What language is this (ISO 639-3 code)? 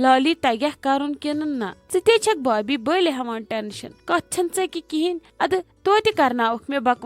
kas